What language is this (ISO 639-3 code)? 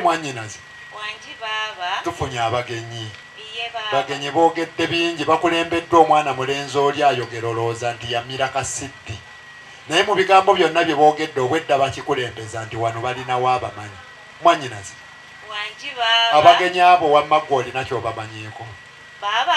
lug